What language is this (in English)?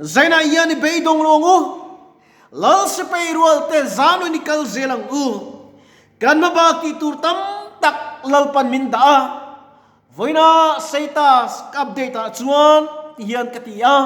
Mizo